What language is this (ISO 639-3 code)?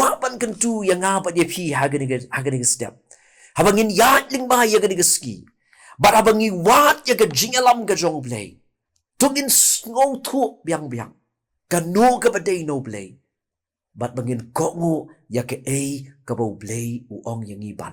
kha